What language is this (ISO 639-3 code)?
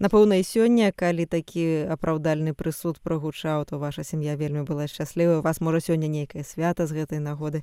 bel